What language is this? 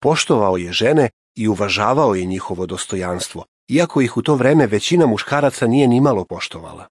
Serbian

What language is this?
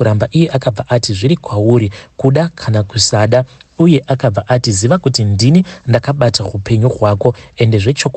Shona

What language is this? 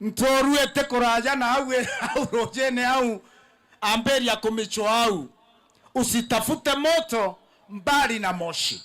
Meru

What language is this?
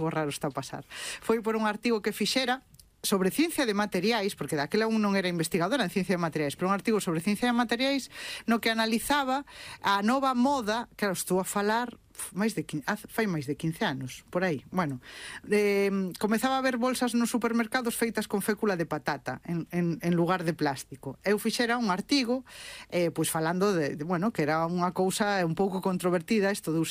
Galician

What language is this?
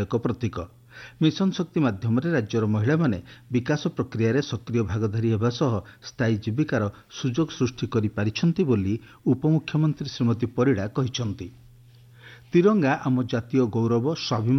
Odia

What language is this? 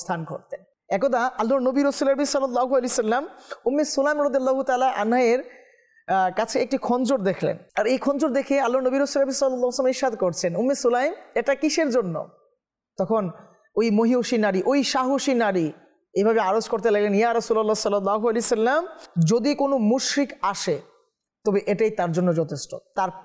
Bangla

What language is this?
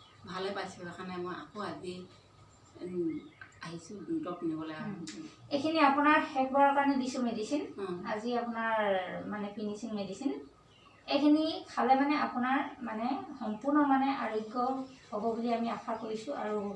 Assamese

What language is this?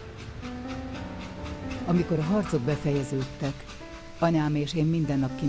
Hungarian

